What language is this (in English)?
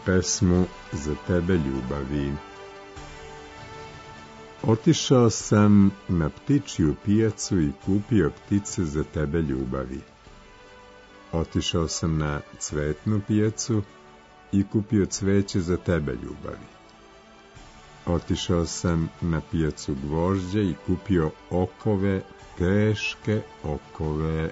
Serbian